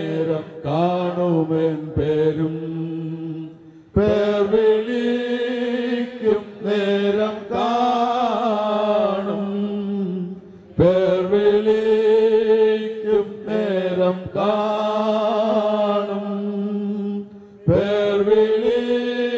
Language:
Malayalam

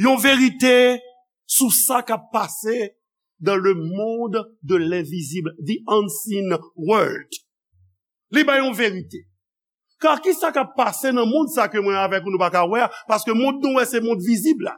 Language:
Haitian Creole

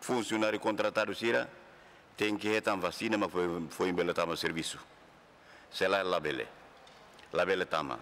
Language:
Tetum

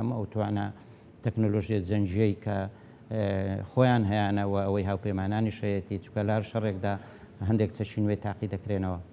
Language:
Central Kurdish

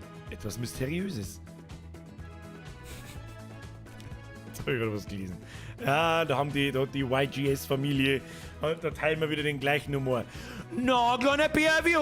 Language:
Bavarian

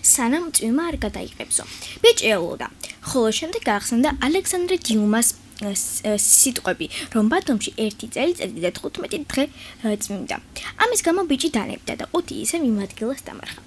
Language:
Georgian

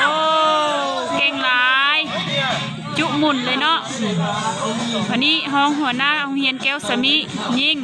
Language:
Lao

